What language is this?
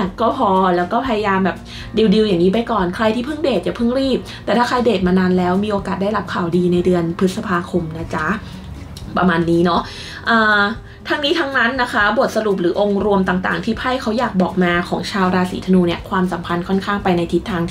Thai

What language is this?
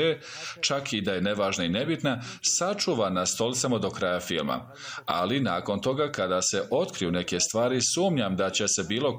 Bosnian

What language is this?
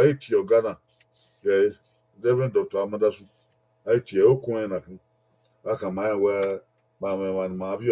Bini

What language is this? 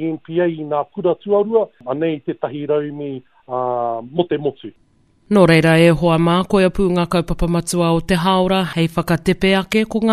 Māori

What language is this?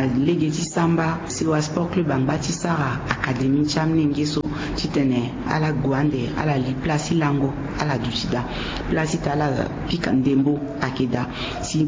Sango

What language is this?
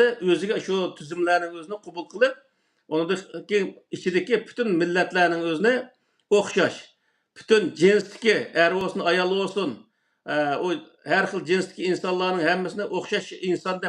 Uyghur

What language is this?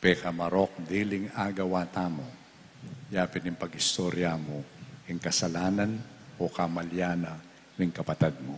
Pampanga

